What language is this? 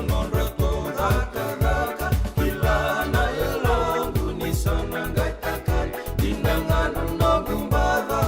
Fijian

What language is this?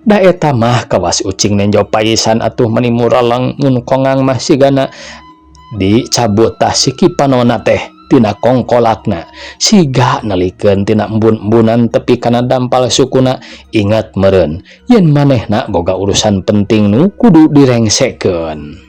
Sundanese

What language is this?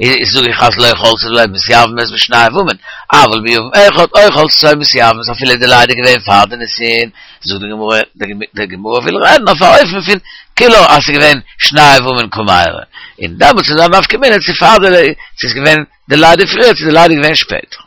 Yiddish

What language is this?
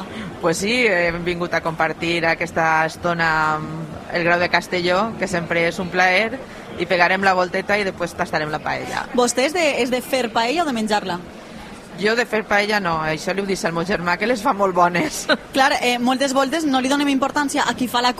Catalan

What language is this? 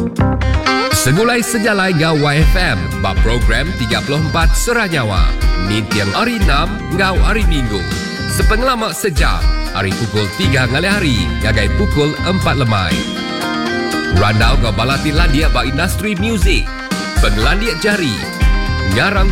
Iban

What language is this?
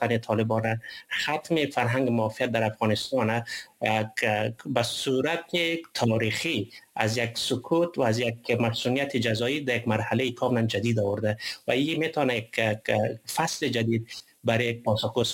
Persian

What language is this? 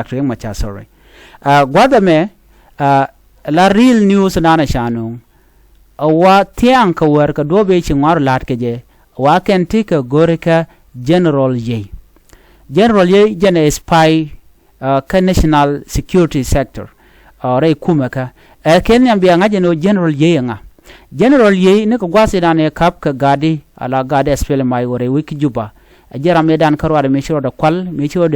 Nuer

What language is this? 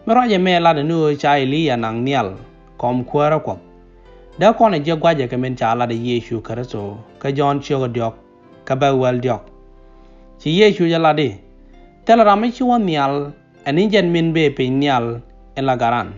Nuer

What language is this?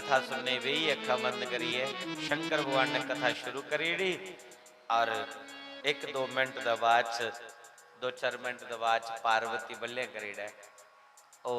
Dogri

